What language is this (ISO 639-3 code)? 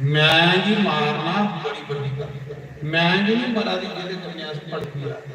doi